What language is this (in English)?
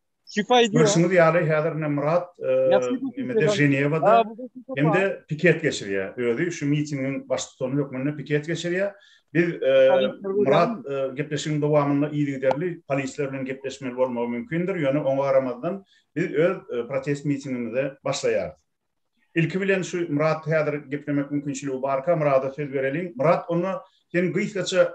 Turkmen